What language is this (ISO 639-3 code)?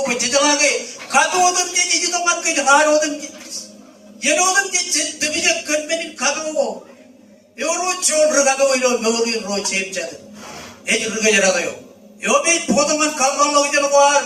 mah